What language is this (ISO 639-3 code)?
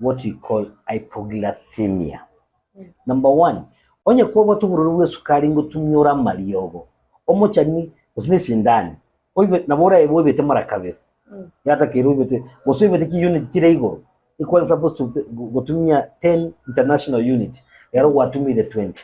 guz